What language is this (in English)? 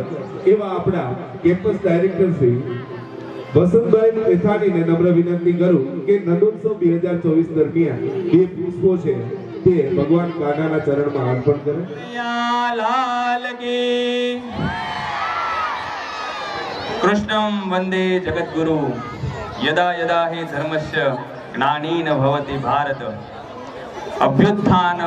Gujarati